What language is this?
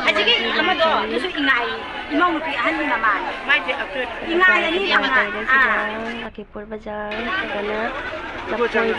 Manipuri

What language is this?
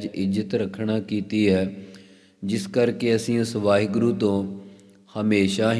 Punjabi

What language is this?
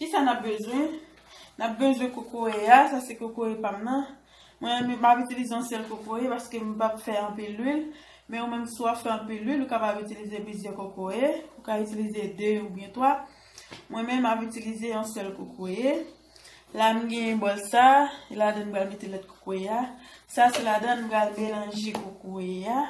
Haitian Creole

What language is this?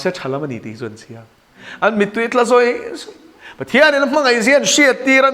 Mizo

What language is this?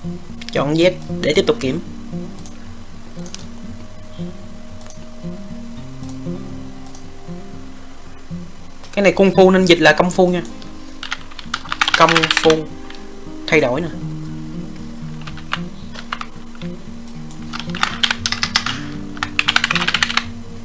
Vietnamese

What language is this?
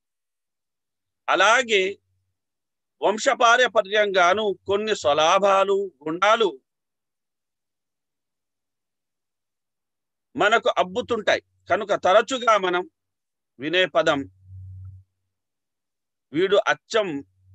Telugu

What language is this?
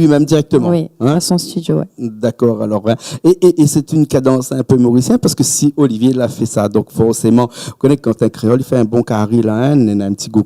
Réunion Creole French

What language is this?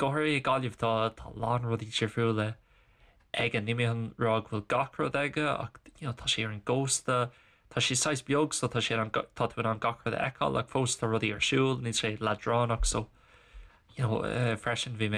Irish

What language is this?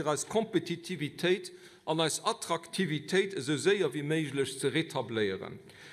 Luxembourgish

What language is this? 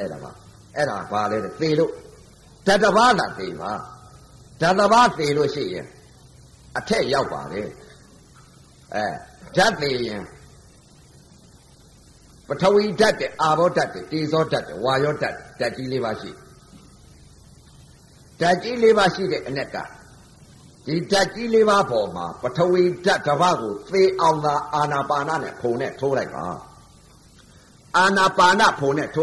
Burmese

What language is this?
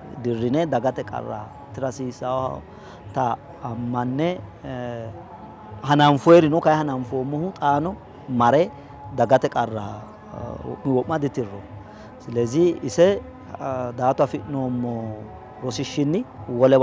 Sidamo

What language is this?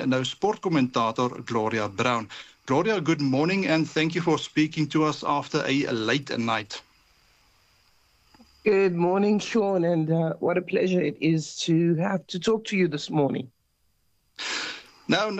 Afrikaans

